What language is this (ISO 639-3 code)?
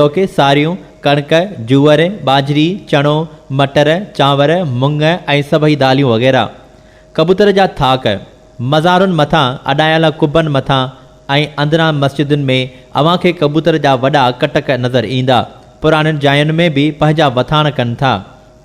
snd